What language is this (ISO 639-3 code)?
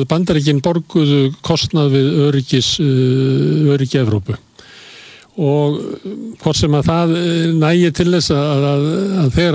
isl